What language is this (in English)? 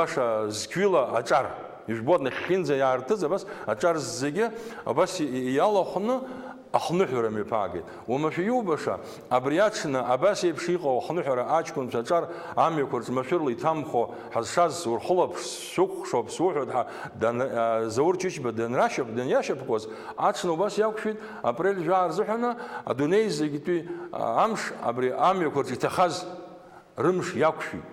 Abkhazian